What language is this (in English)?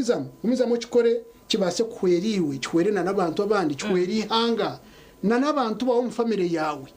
Nyankole